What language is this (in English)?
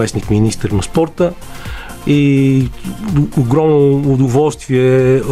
Bulgarian